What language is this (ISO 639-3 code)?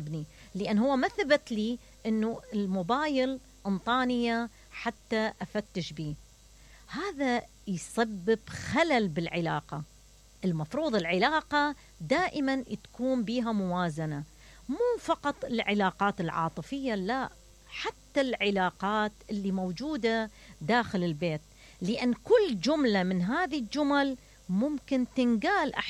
acm